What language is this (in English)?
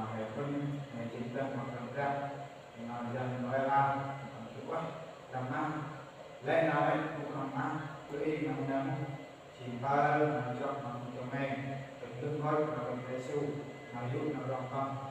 Central Mnong